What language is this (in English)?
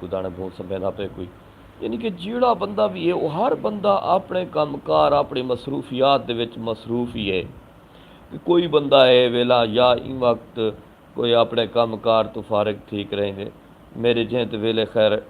Saraiki